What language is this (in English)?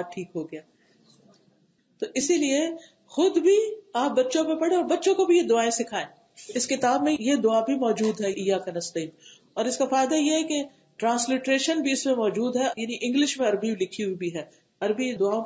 Urdu